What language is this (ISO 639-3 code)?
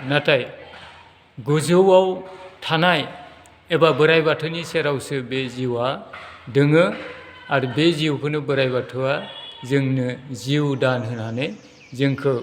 brx